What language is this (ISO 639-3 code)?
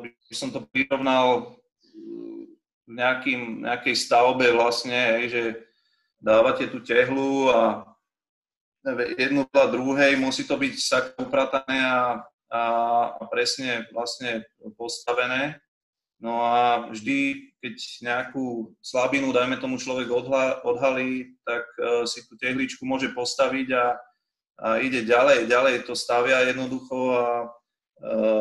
slk